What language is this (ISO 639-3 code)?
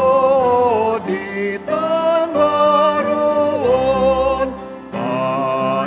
bbc